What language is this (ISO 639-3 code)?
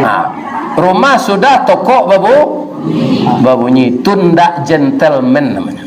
min